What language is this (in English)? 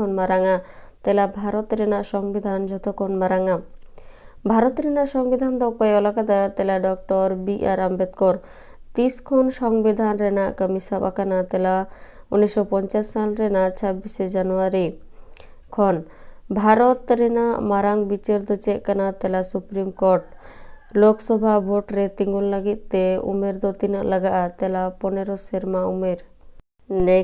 Santali